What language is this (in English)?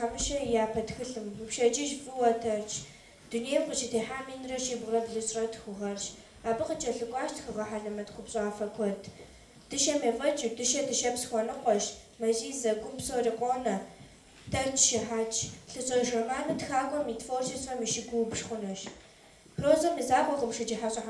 Kabardian